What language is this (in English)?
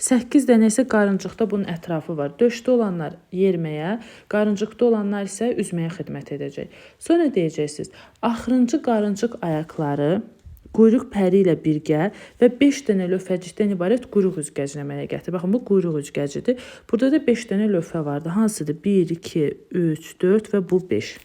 Azerbaijani